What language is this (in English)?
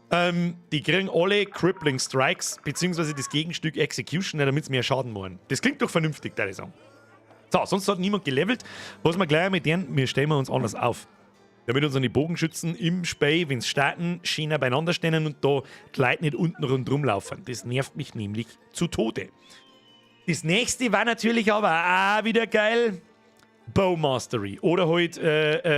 Bavarian